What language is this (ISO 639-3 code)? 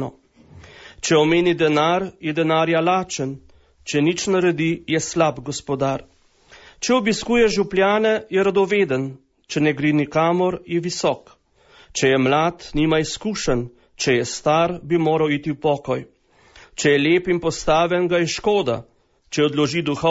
slv